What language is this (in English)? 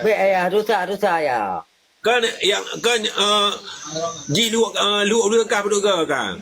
Achinese